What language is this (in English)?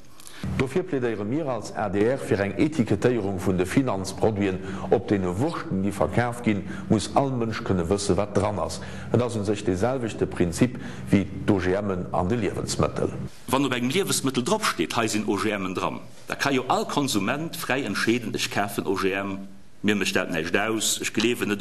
Luxembourgish